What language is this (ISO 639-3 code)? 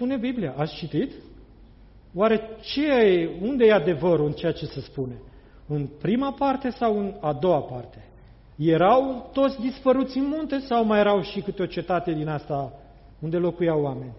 ron